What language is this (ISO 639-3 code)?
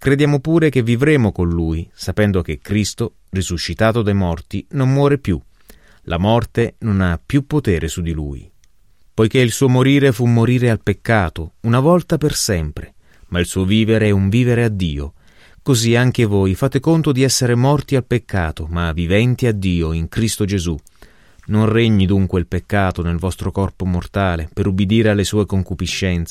ita